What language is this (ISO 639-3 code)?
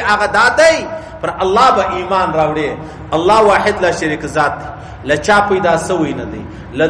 pus